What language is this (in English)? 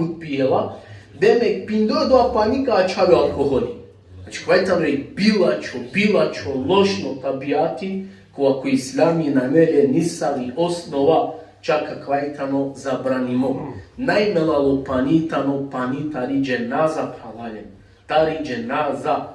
Balkan Romani